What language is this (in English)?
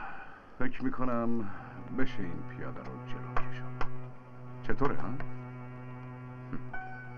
Persian